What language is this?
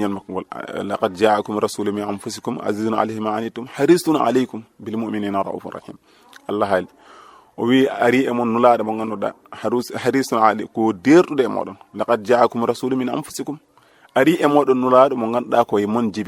Fula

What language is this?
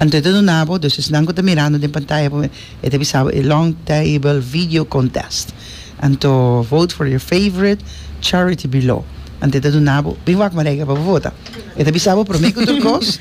Papiamento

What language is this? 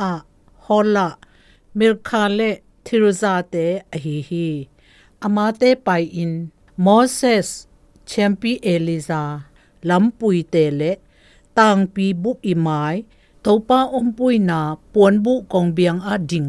Zou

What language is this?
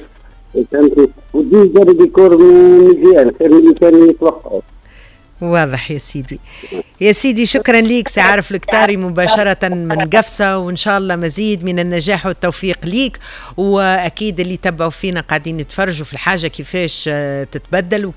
Tunisian Arabic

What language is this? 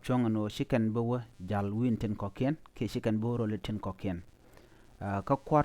Nuer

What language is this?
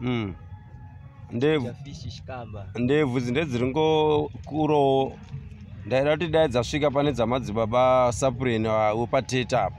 Shona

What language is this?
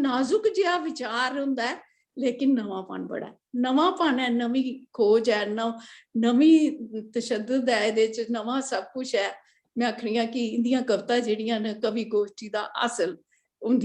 Dogri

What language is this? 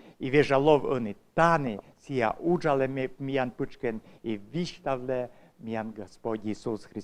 Komi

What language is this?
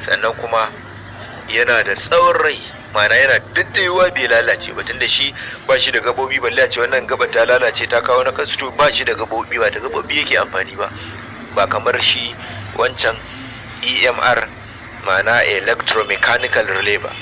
Hausa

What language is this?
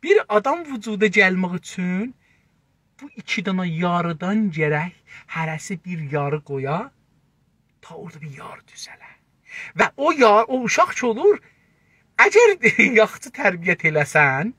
South Azerbaijani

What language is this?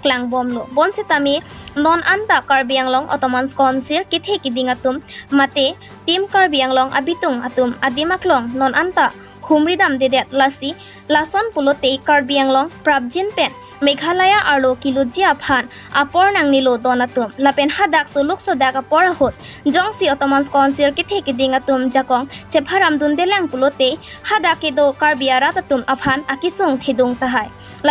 Karbi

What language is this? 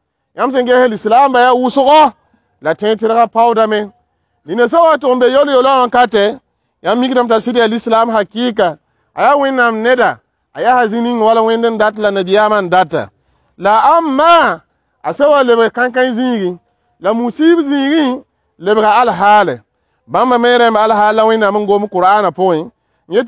Mossi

